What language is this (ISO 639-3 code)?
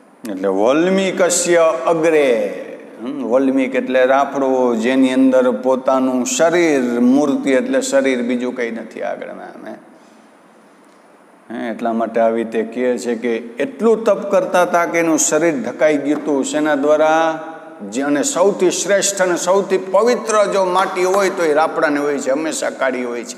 guj